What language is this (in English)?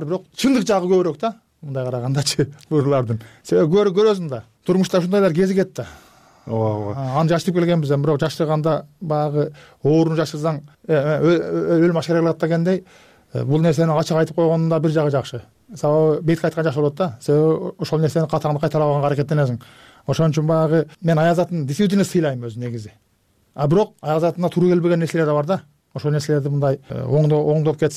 Kyrgyz